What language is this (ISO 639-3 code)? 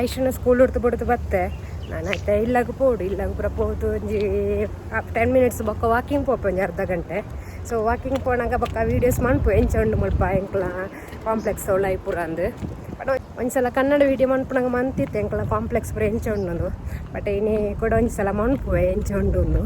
tcy